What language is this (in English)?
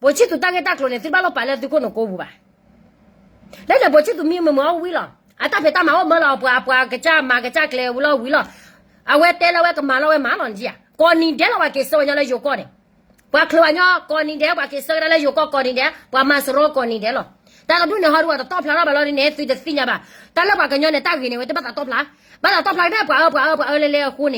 S'gaw Karen